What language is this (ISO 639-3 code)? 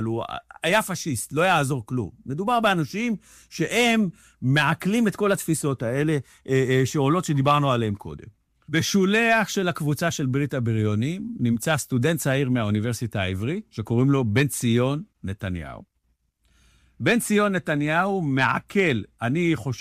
heb